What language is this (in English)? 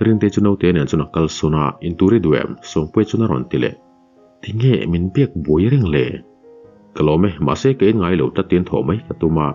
Mizo